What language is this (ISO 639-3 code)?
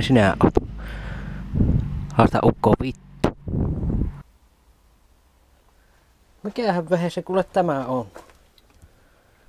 fin